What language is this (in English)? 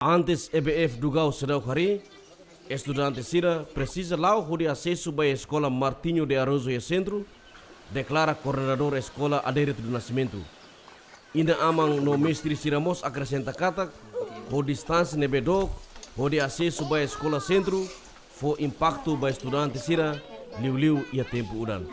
Tetum